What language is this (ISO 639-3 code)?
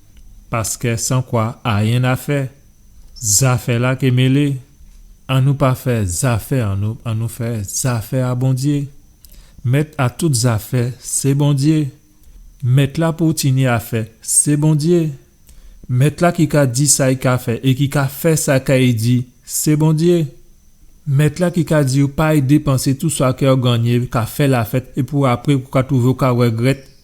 gcf